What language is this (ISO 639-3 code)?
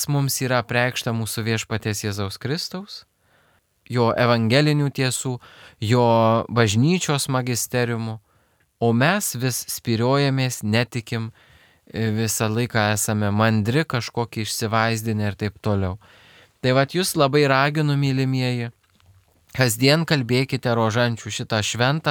lit